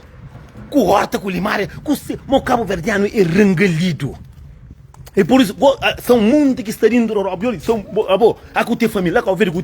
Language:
Kabuverdianu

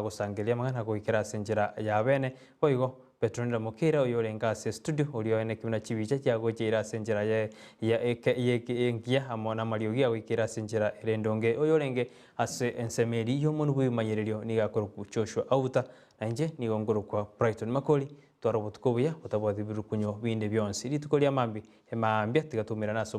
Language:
Gusii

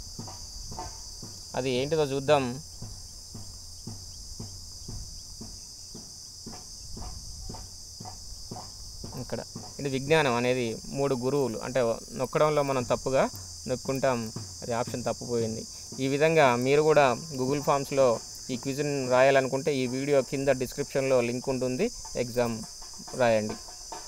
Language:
Telugu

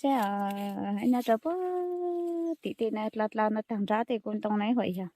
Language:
Hmong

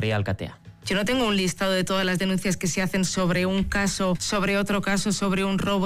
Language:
Basque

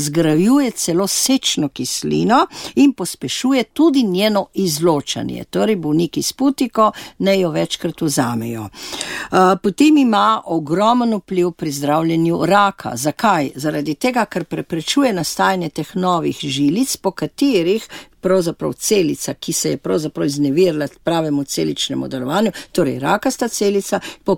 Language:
Slovenian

